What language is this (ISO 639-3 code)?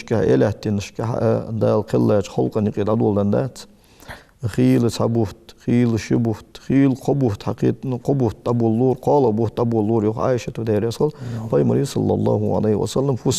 inh